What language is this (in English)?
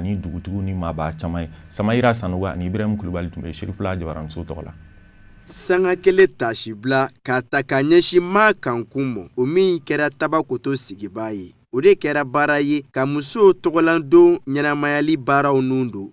Bambara